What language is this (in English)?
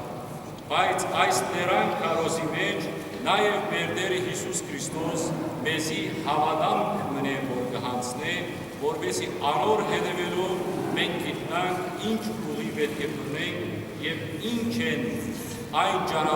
Western Armenian